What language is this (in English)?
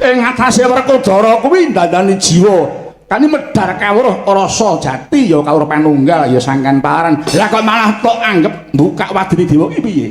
Javanese